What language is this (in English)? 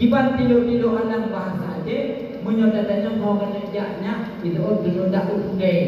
Achinese